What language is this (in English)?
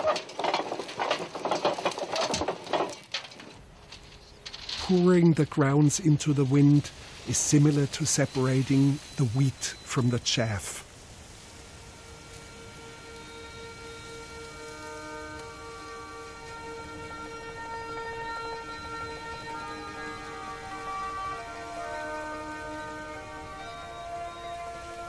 English